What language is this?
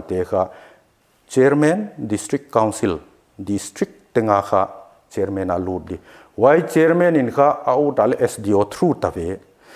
Paite Chin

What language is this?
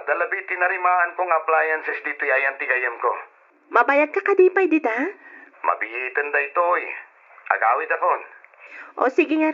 Iloko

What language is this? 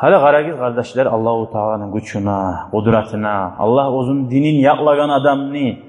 Kumyk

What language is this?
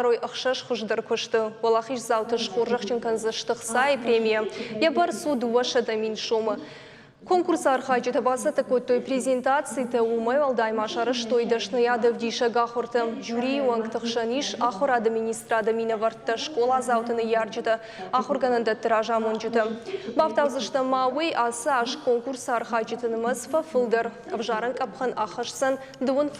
Ossetic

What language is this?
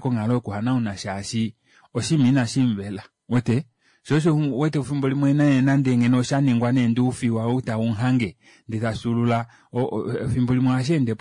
Kuanyama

